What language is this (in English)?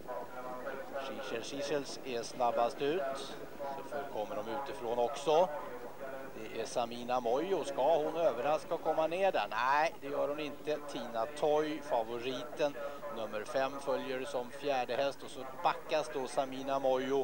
Swedish